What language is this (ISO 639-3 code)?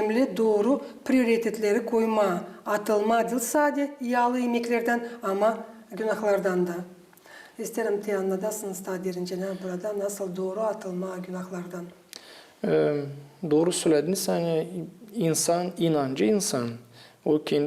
gag